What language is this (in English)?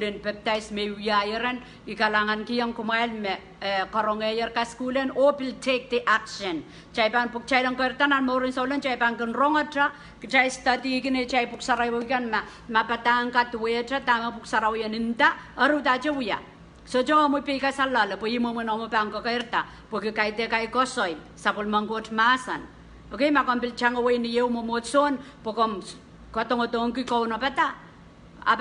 Pohnpeian